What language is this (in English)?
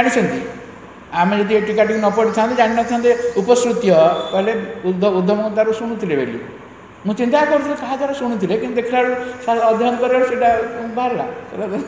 Odia